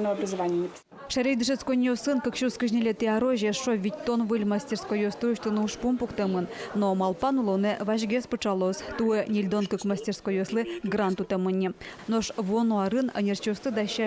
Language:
Udmurt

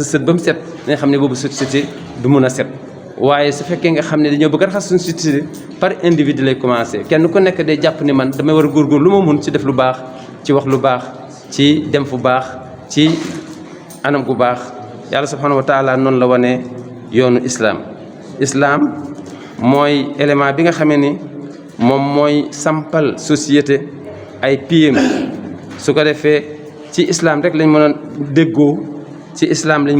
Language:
Wolof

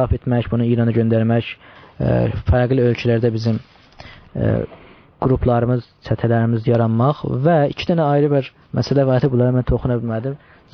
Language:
South Azerbaijani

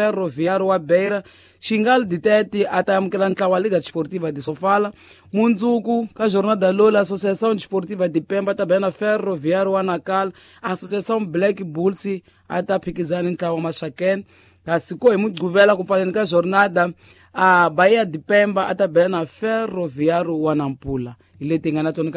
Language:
Tsonga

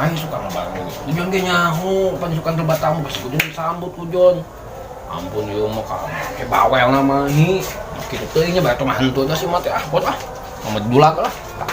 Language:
Sundanese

